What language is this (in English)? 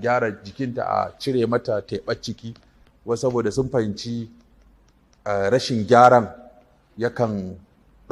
Hausa